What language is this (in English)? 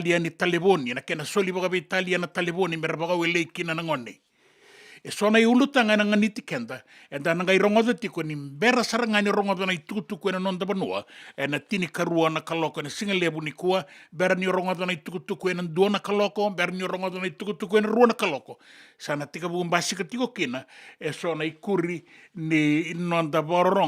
Fijian